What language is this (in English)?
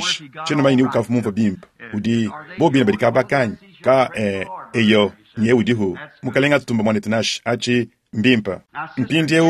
Luba-Lulua